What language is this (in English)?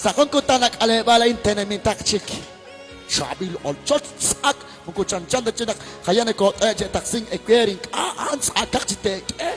Kekchí